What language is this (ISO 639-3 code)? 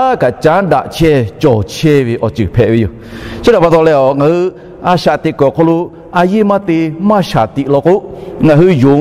lhu